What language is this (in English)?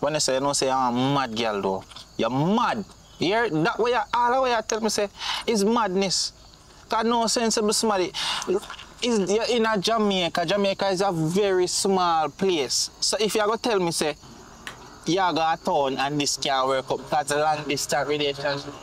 Jamaican Creole English